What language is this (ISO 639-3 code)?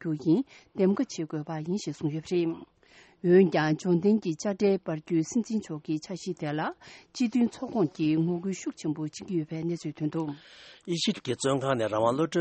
bod